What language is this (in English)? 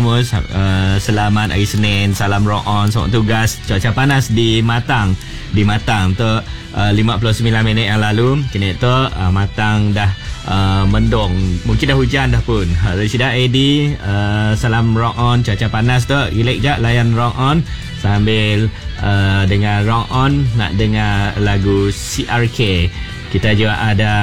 Malay